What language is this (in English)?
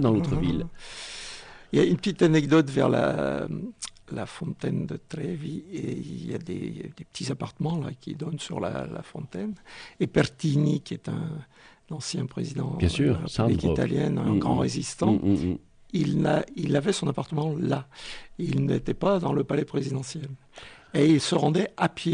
French